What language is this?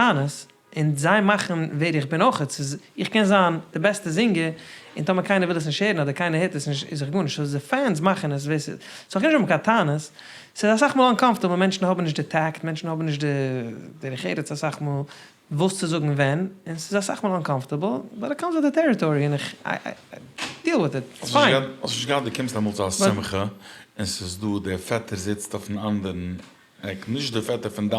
Yiddish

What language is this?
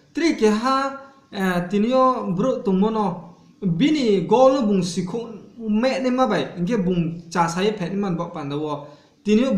Riang (India)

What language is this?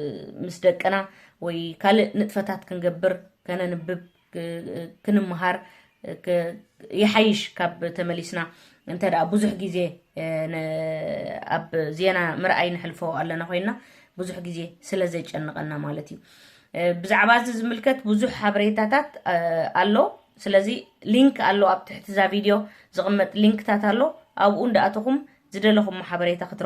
Tigrinya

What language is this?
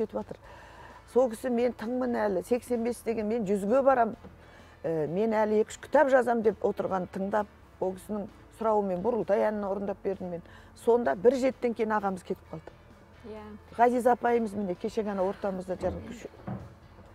Kazakh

